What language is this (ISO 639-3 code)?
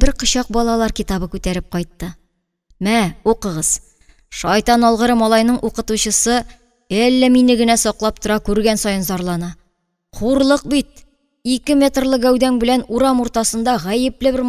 tat